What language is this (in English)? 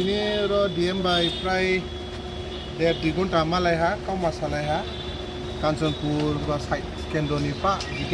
Riang (India)